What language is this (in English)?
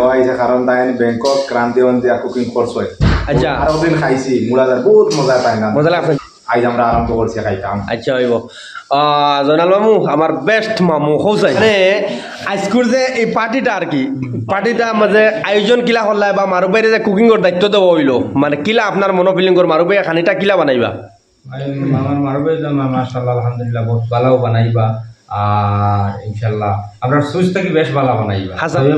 Sylheti